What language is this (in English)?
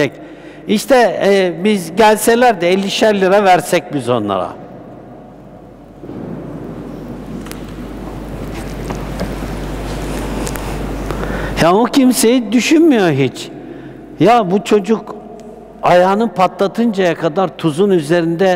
Turkish